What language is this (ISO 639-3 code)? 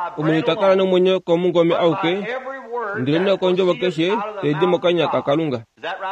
kua